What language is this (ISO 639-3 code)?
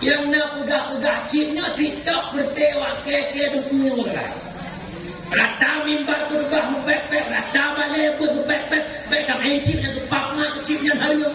ace